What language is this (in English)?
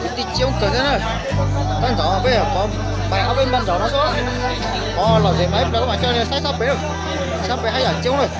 Hmong